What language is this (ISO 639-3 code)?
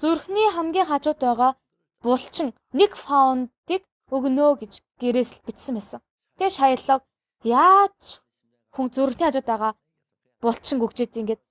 mon